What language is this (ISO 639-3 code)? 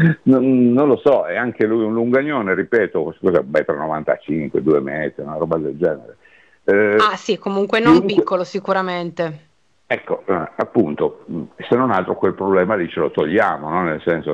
ita